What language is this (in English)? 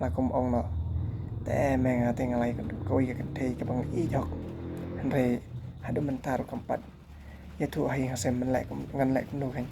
Khasi